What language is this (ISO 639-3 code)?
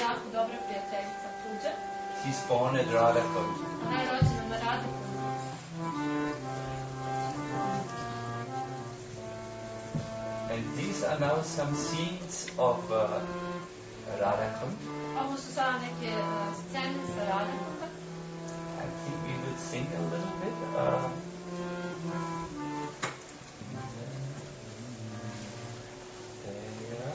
hrv